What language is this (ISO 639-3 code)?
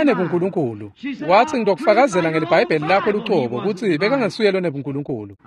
ssw